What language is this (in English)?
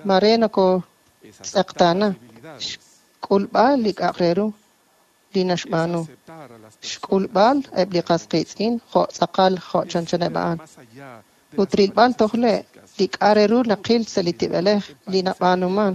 Kekchí